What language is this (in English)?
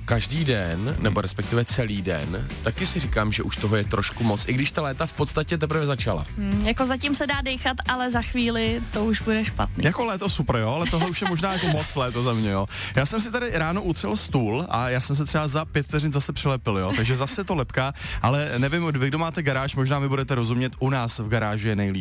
Czech